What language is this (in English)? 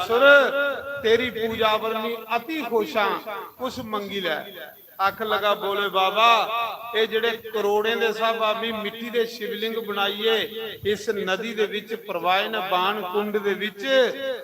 Dogri